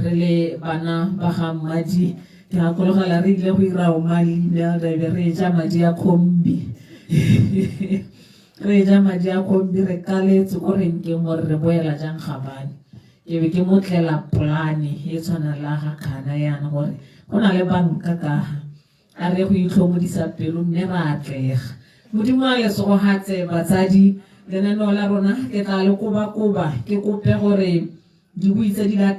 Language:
Tswana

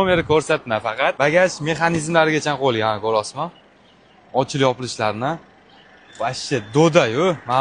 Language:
Uzbek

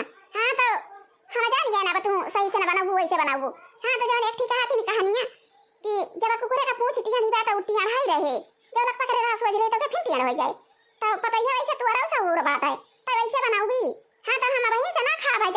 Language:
Awadhi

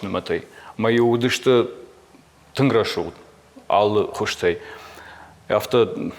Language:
Ossetic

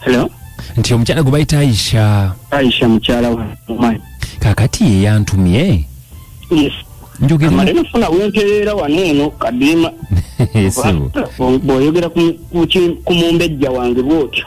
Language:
Ganda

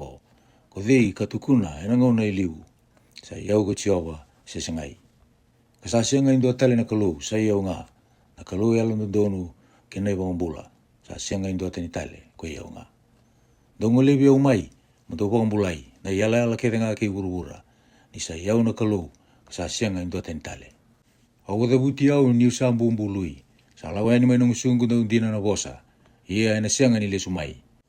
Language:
Fijian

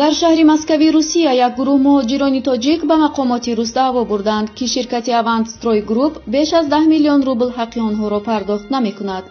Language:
Tajik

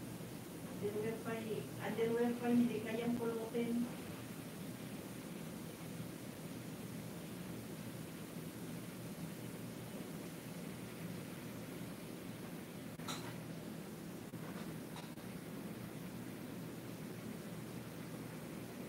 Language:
Filipino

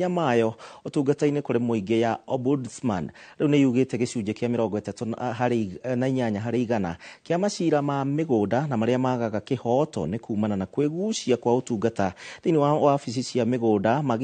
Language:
Kikuyu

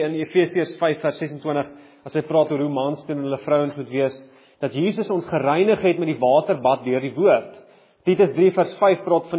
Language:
Afrikaans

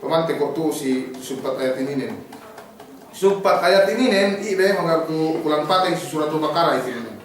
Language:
Yakan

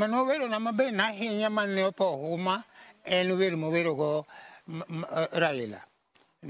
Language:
Luo (Kenya and Tanzania)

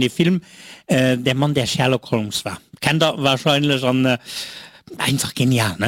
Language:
Luxembourgish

